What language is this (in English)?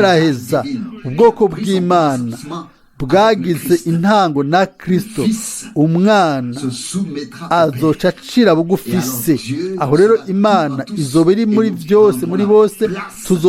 Rundi